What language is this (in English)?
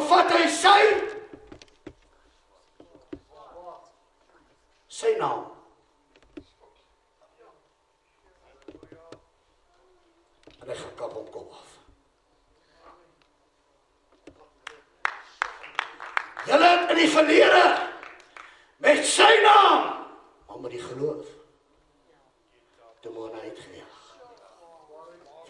Afrikaans